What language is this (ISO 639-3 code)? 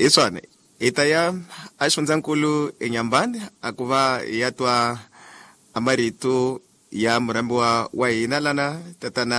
tso